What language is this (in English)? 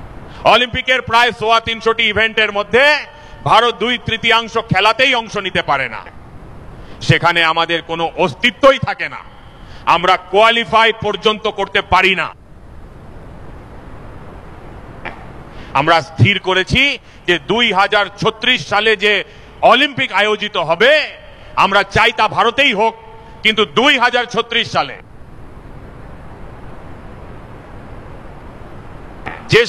Bangla